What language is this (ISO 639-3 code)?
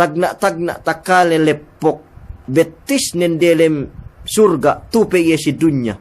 yka